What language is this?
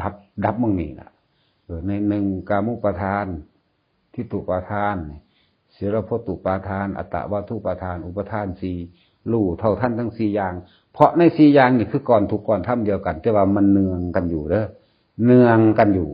Northeastern Thai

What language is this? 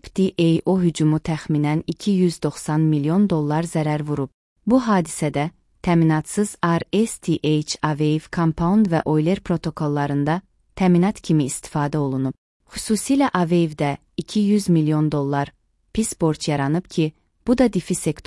Azerbaijani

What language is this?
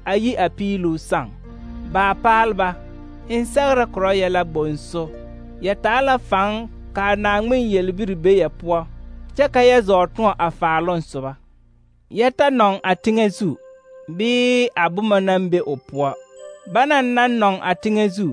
Southern Dagaare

